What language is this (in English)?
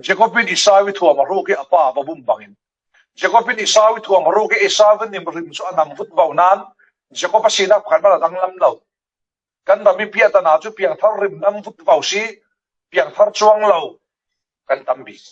Falam Chin